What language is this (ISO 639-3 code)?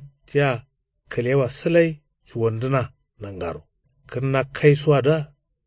kau